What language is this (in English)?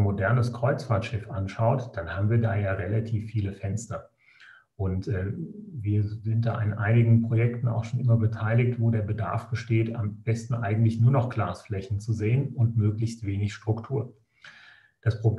German